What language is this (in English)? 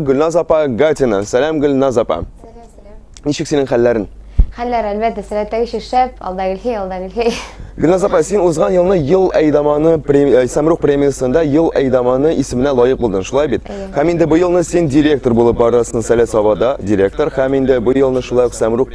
Tatar